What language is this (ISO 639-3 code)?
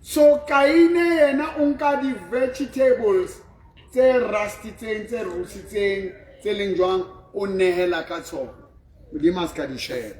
sot